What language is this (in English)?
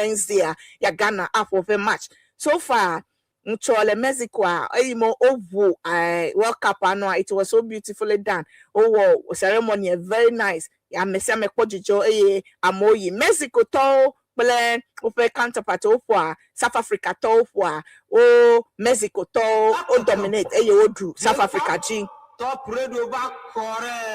Ewe